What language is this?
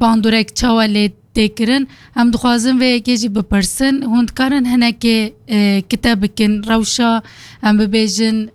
Kurdish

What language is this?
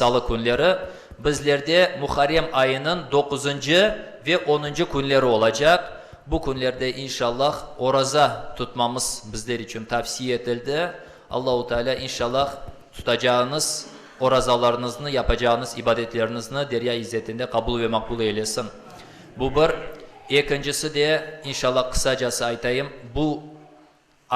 Crimean Tatar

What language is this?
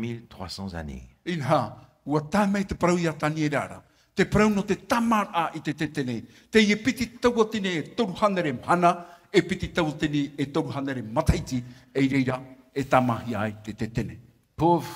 Tahitian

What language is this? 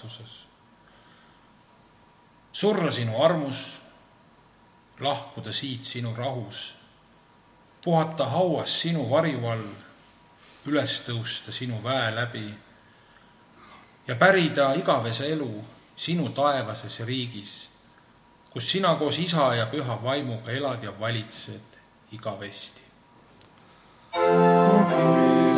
Estonian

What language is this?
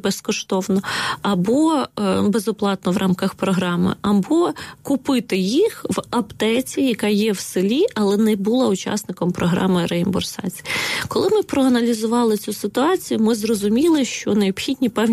Ukrainian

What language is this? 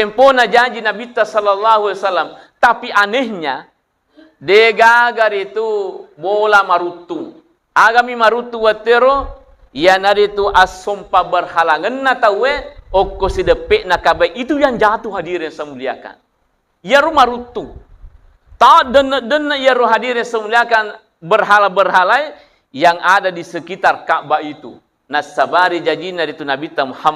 Buginese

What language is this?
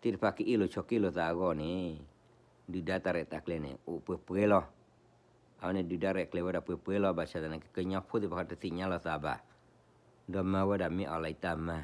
S'gaw Karen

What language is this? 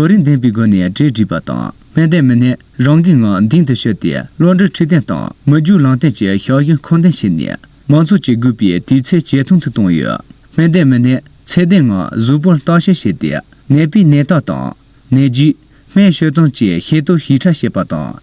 Tibetan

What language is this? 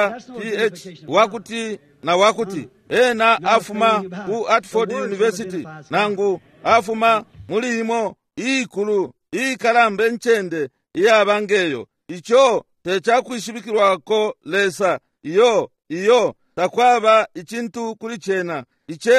Bemba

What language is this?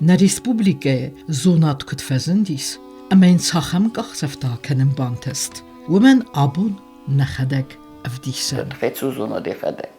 Ossetic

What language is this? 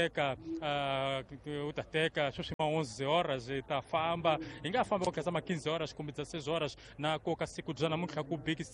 Tsonga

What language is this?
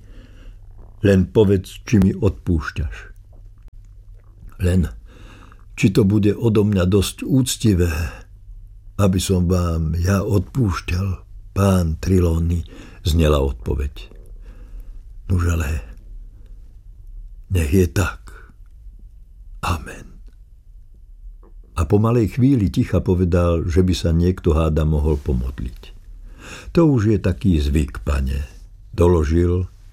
Slovak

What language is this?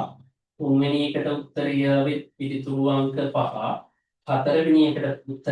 Sinhala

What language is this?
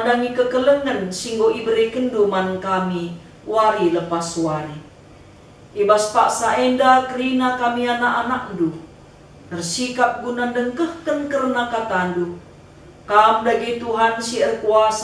Batak Karo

